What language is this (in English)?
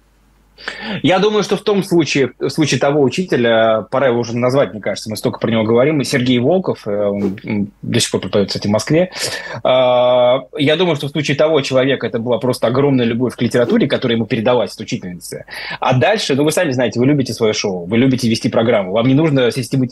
Russian